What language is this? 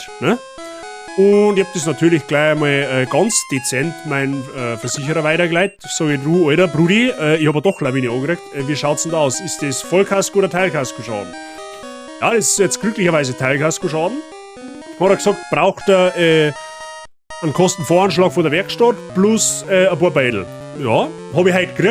Bavarian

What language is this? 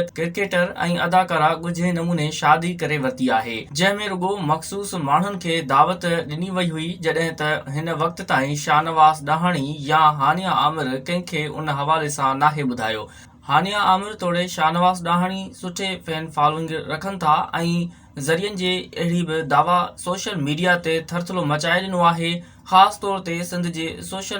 Sindhi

